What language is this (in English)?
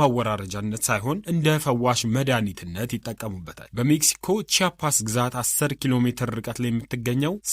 Amharic